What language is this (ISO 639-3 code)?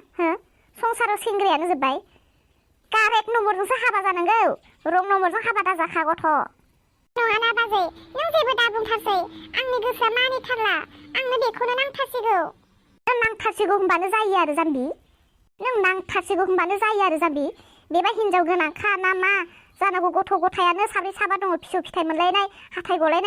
brx